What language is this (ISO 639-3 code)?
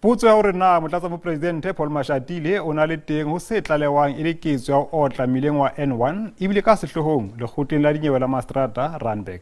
sot